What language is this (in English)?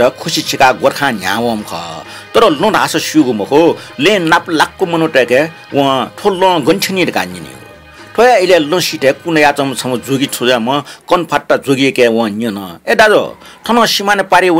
Newari